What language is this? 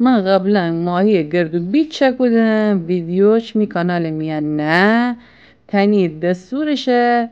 Gilaki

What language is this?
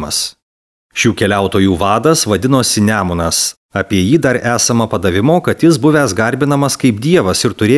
Lithuanian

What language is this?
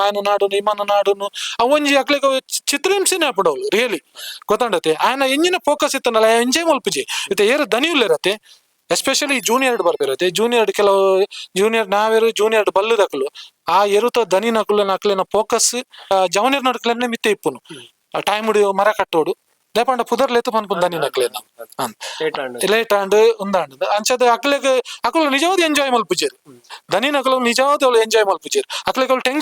Tulu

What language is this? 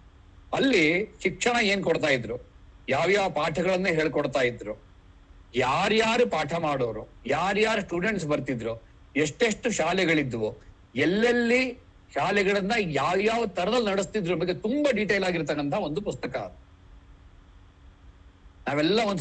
Kannada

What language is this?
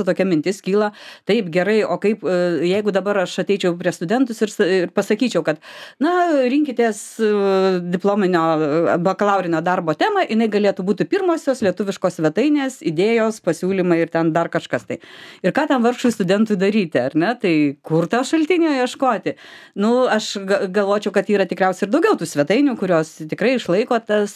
Lithuanian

